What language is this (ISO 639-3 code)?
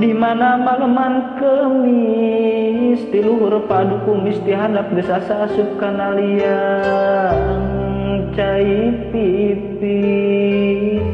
sun